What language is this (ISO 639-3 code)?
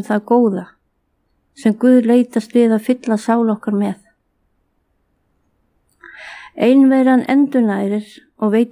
isl